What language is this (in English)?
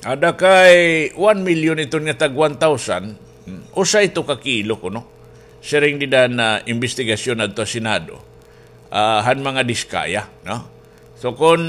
Waray